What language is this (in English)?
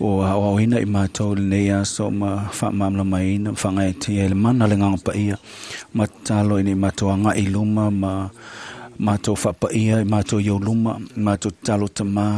Samoan